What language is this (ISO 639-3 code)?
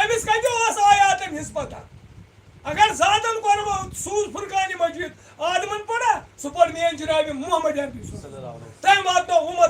kas